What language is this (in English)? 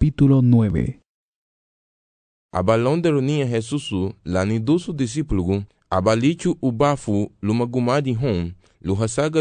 Garifuna